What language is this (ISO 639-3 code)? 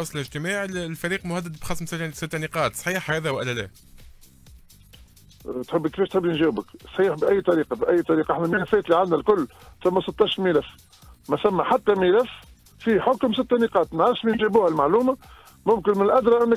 aeb